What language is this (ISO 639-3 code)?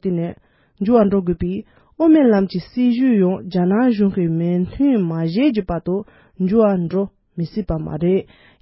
bod